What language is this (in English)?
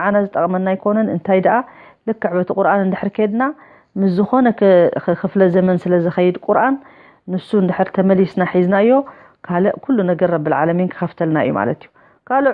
Tigrinya